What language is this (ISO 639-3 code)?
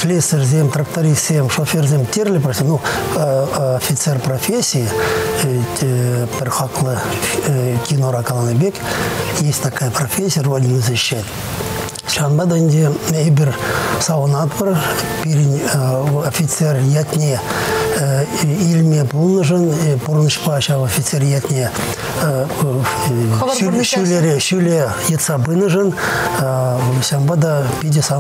chv